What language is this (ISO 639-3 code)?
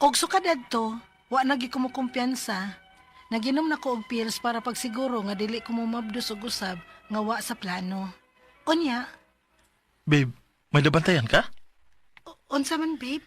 ceb